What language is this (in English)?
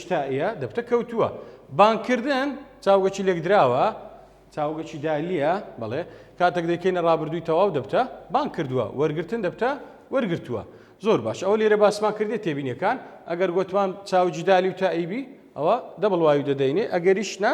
Central Kurdish